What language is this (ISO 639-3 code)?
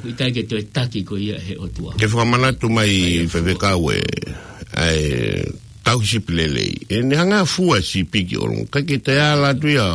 ton